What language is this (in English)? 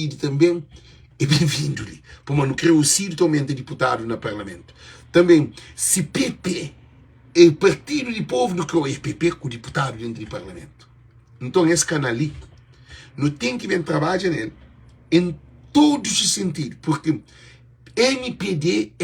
Kabuverdianu